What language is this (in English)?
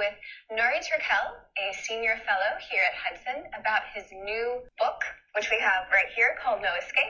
Uyghur